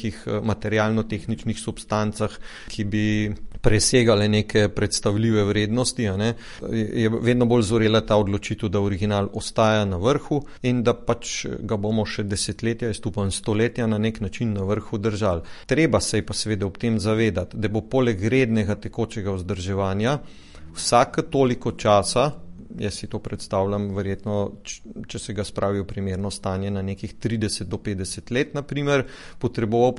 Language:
Slovenian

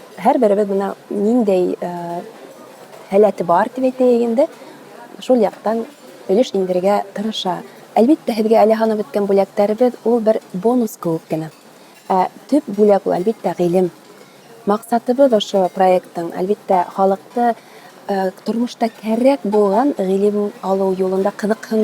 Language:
Bashkir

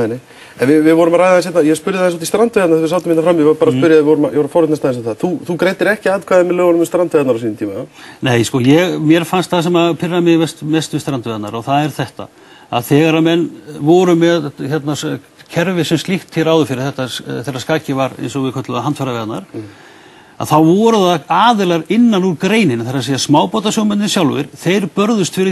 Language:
Icelandic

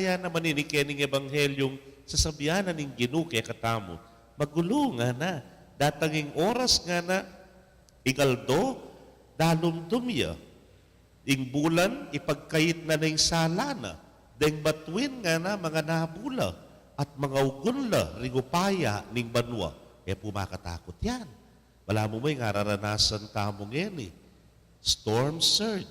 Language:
Pampanga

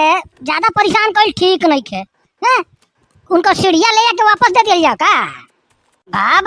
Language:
Bhojpuri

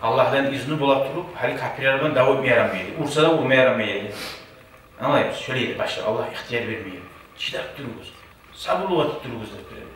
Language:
Kumyk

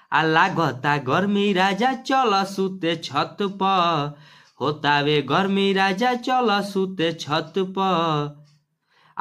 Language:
Bhojpuri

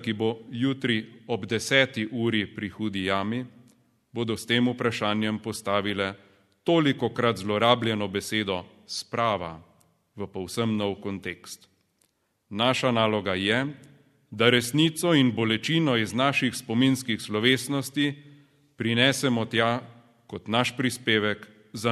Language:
Slovenian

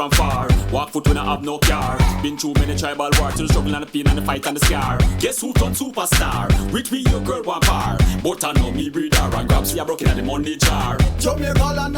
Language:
Jamaican Creole English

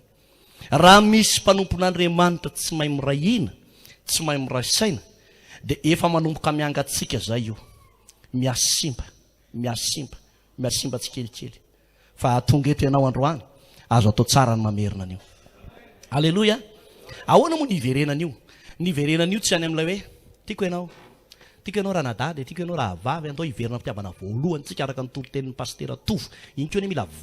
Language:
Malagasy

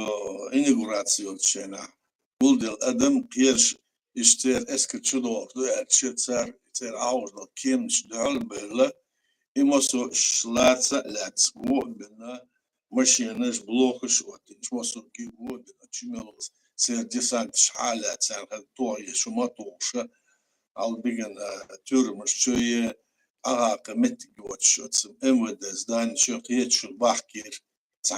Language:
Chechen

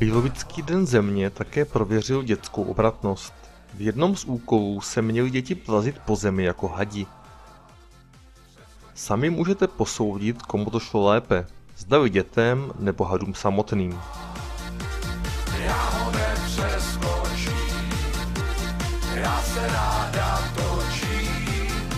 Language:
Czech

